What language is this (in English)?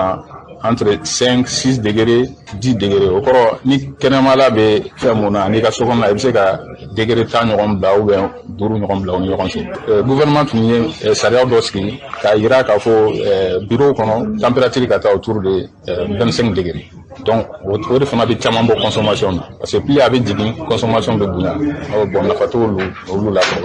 Bambara